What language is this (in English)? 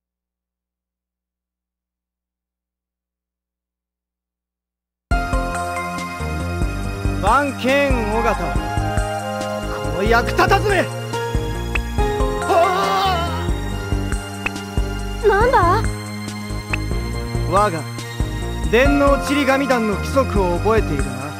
Japanese